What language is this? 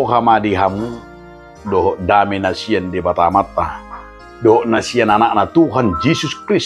Batak Toba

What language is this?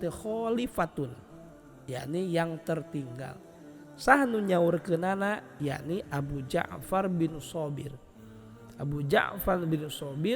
Sundanese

